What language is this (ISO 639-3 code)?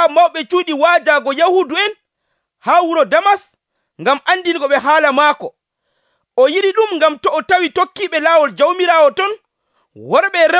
fuv